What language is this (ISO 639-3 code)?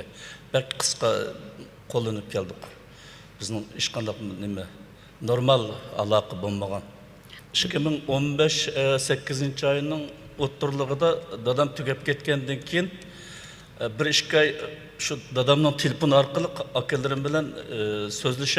uig